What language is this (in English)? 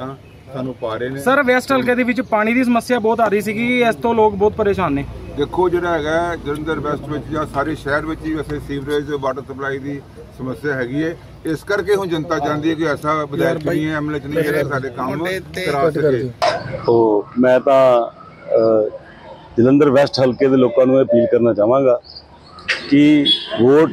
Punjabi